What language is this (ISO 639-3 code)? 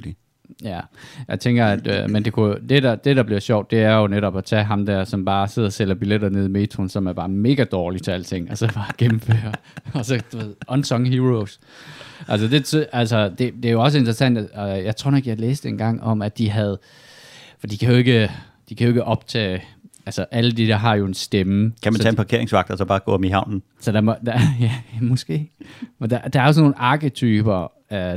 dan